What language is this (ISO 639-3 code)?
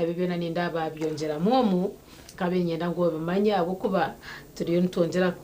nyn